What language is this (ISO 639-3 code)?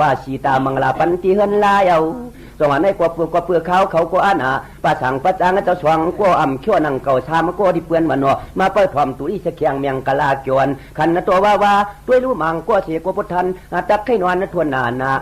shn